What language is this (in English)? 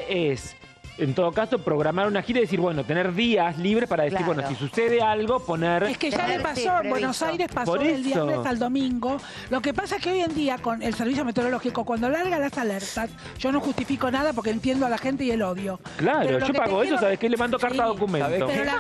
Spanish